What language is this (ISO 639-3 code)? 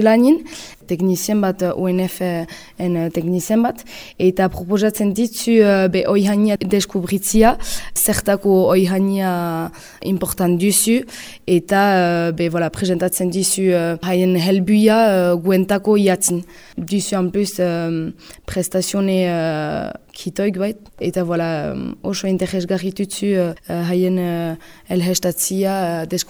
eus